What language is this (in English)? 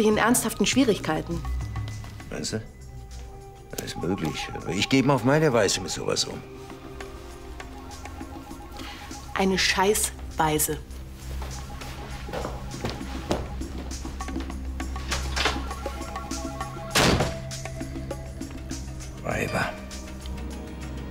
German